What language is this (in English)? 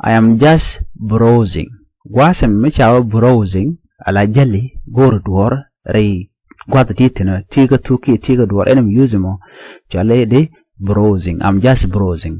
Nuer